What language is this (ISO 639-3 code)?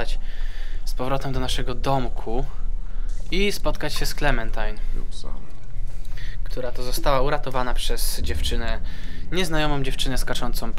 pol